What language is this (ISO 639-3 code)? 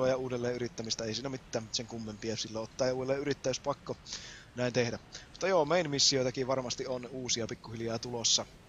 fin